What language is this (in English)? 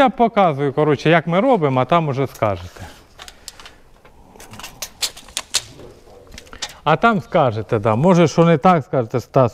Ukrainian